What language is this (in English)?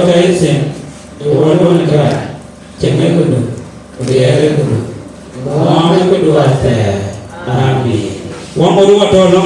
Dinka